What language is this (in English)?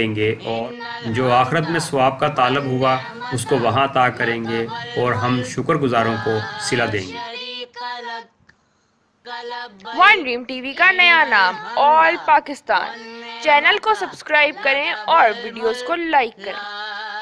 Urdu